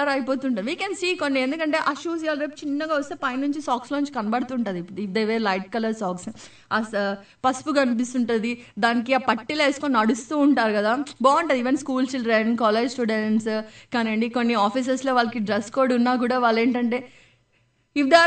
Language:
Telugu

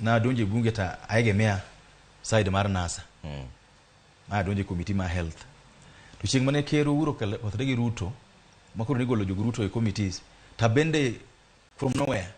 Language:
Luo (Kenya and Tanzania)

